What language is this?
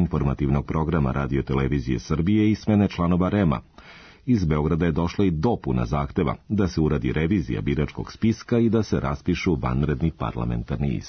Serbian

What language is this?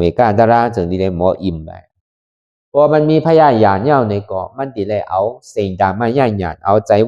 Shan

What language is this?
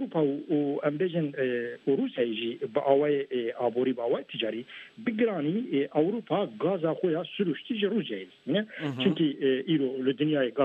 Kurdish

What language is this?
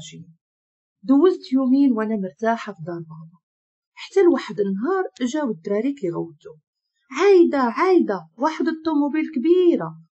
Moroccan Arabic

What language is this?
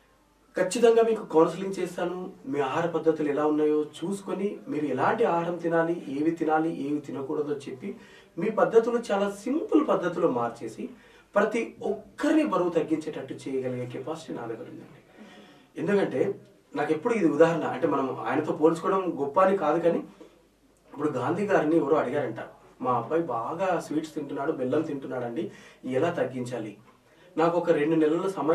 Telugu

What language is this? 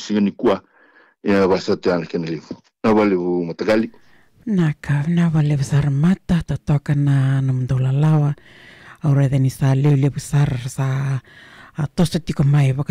Fijian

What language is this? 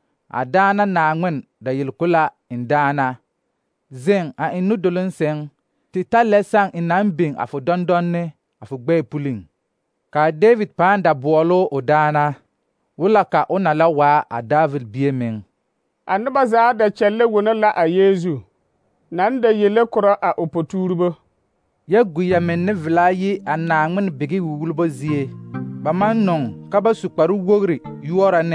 Southern Dagaare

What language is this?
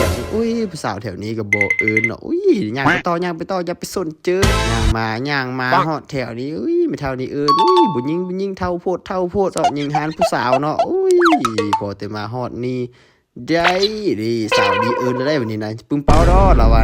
Lao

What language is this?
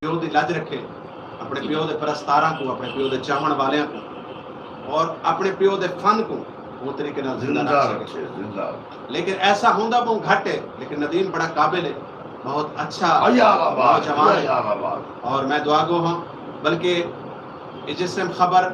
Saraiki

